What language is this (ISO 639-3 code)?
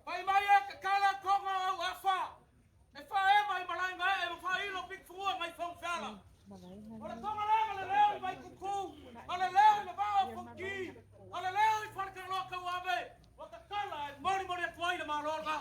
smo